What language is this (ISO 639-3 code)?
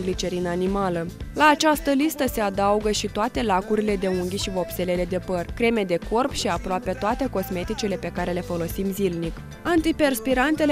ron